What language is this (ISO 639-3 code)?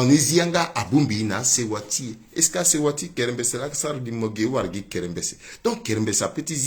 sag